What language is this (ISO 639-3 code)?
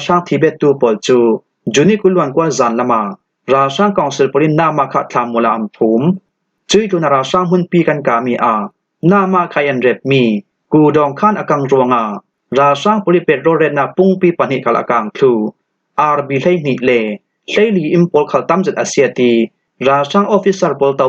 cfm